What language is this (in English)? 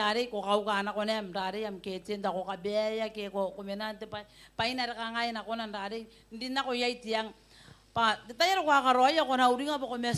Gilbertese